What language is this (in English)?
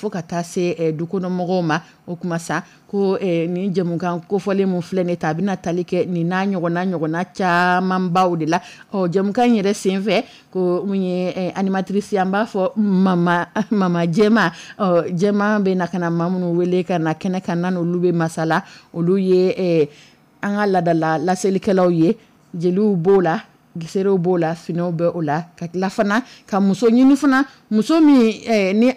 Dyula